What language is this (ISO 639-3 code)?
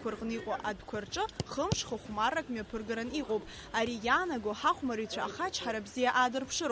abk